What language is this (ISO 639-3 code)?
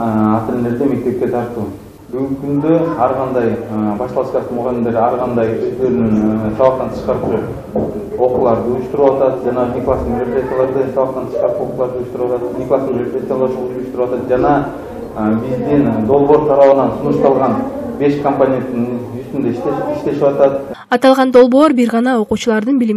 kir